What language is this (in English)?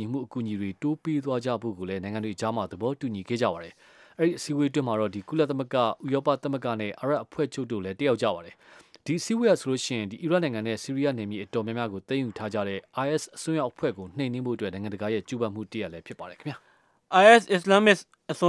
Burmese